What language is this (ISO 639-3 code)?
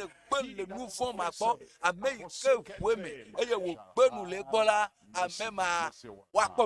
ewe